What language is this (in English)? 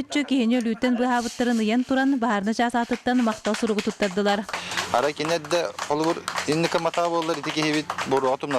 Yakut